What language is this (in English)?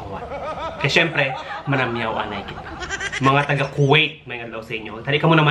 Hiligaynon